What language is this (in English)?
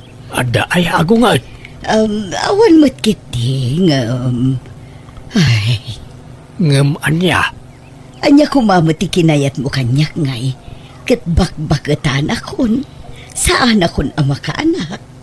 Iloko